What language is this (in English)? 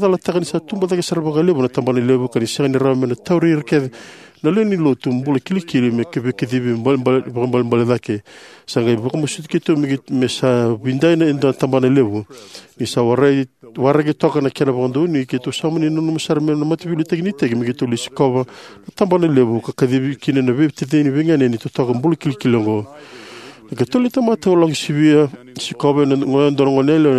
Fijian